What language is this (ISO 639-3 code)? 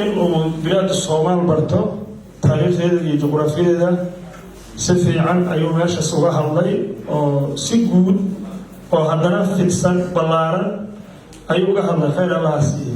som